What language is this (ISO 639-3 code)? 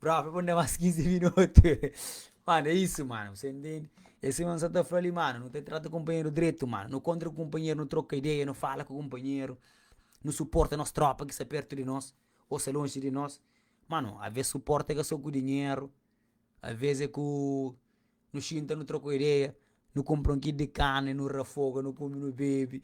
kea